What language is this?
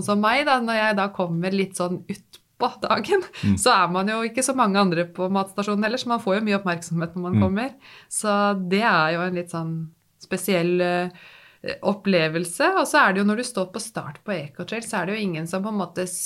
Norwegian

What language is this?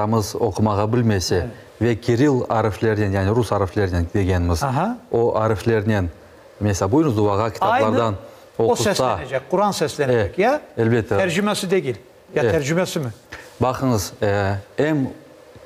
Crimean Tatar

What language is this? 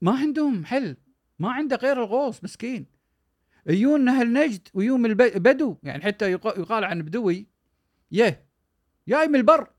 Gulf Arabic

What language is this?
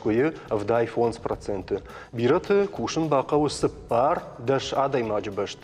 Ossetic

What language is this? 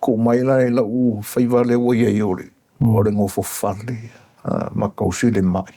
Samoan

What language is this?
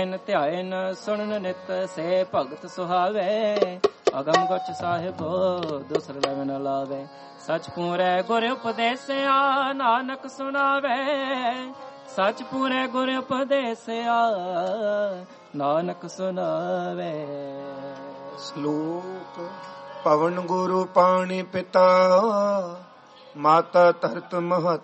Punjabi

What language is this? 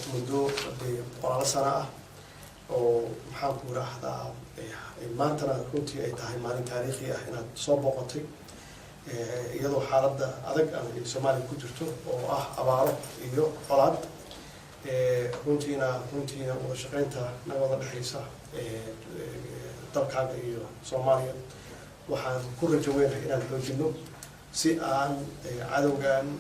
Somali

